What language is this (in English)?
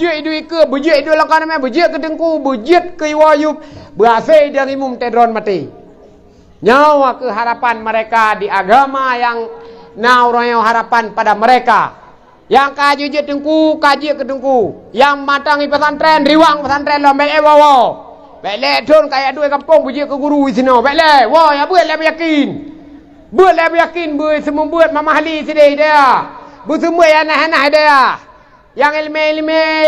Achinese